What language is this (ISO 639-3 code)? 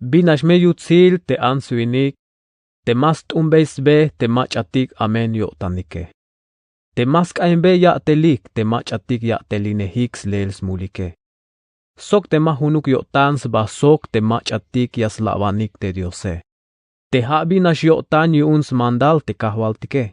tzh